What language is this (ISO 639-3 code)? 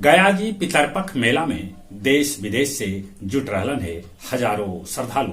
mag